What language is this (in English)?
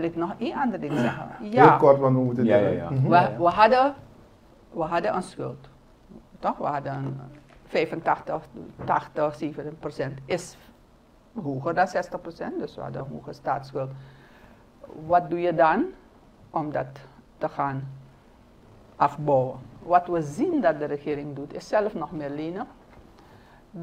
Dutch